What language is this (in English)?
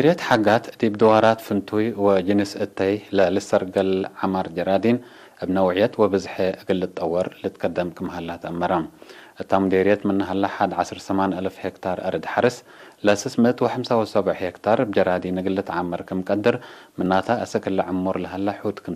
Tigre